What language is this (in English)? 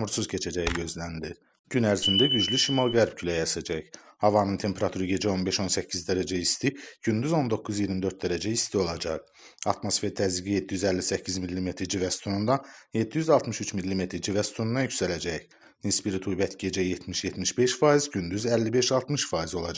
Azerbaijani